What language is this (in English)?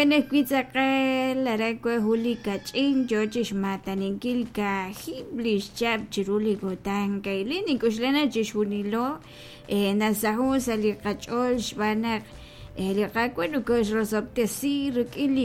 Kekchí